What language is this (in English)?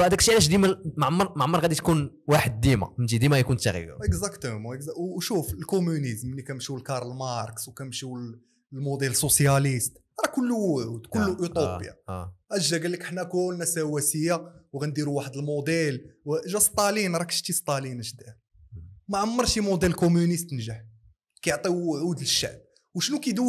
Moroccan Arabic